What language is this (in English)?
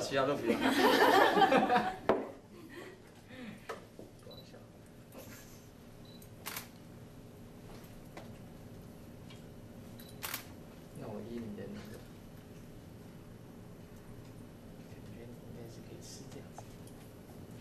Chinese